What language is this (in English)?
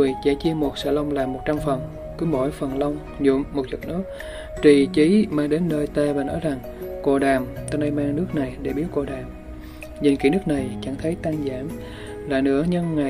Vietnamese